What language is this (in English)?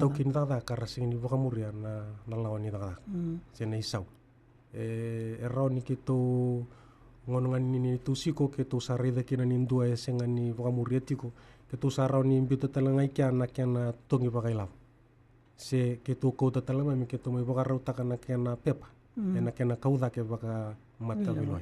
Fijian